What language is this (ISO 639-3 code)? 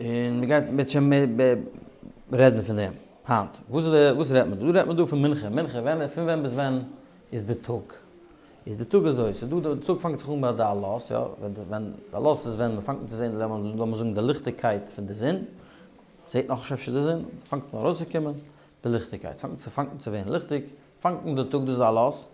yid